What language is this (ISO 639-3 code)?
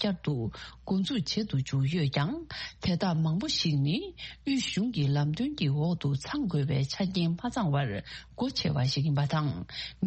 bod